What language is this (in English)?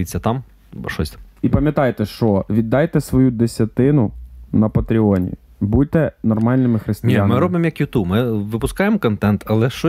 Ukrainian